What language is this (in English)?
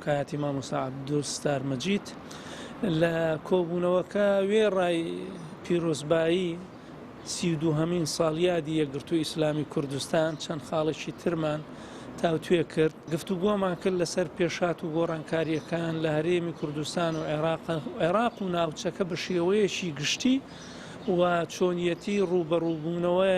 Central Kurdish